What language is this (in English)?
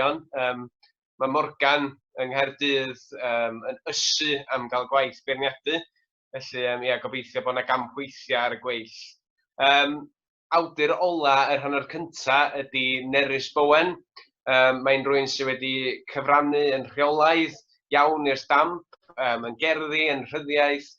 Welsh